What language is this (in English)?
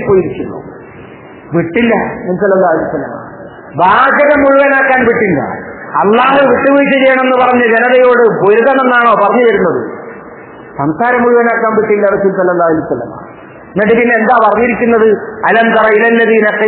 Malayalam